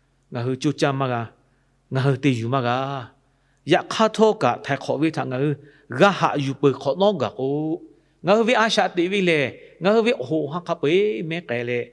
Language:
Lahu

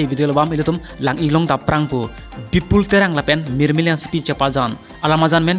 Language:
Karbi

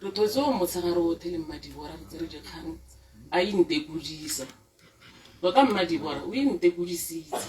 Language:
Tswana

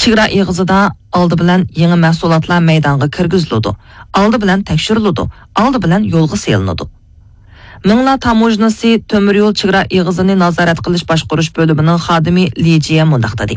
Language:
Uyghur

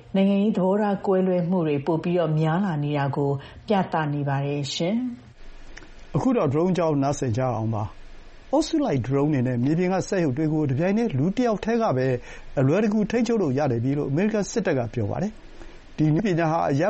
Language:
Burmese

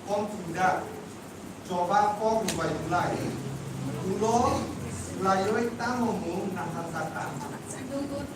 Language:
Kok Borok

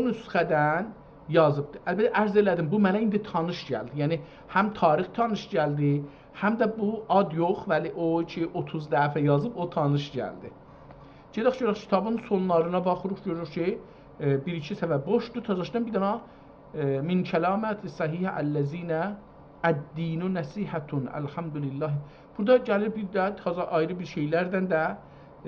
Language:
South Azerbaijani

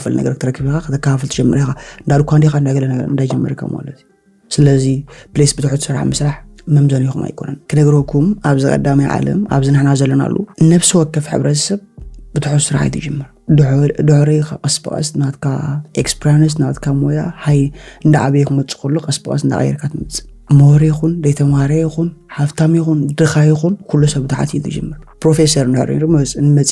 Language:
Tigrinya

